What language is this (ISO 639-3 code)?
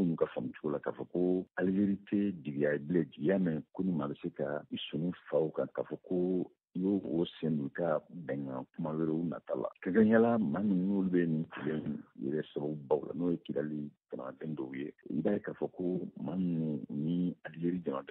bam